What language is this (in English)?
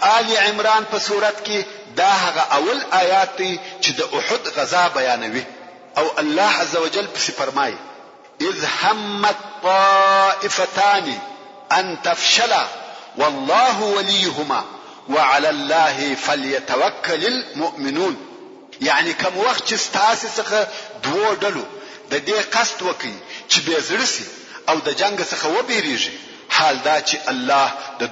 Pashto